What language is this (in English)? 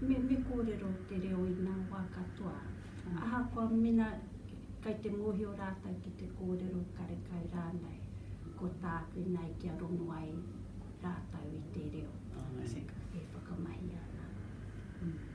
Māori